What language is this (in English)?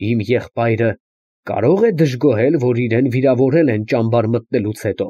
Armenian